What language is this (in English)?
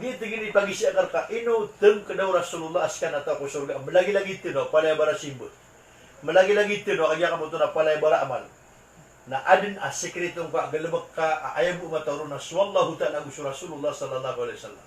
Maranao